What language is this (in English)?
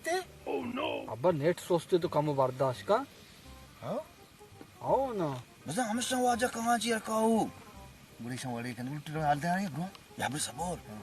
Baluchi